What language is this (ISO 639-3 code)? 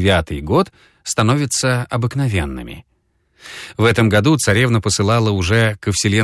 rus